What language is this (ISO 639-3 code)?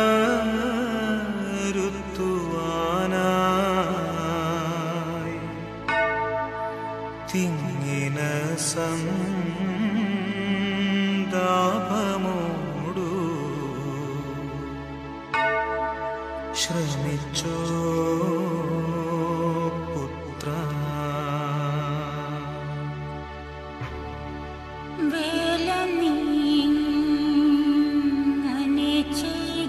mal